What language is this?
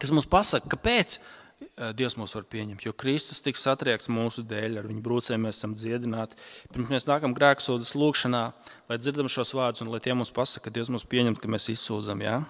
Latvian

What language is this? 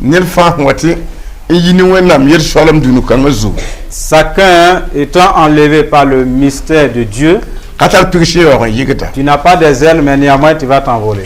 Mossi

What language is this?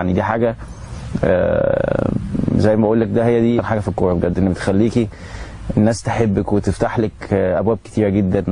Egyptian Arabic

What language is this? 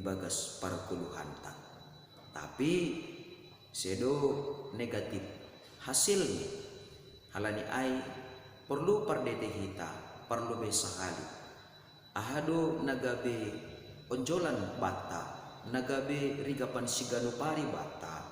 Batak Simalungun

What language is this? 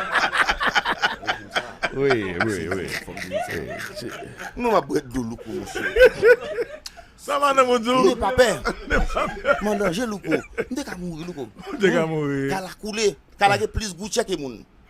Haitian Creole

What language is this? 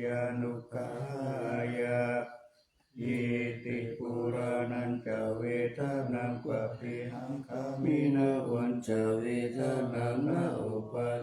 Pali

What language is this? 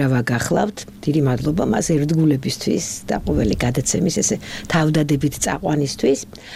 Georgian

